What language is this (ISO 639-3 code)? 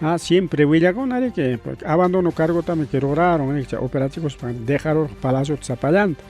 quy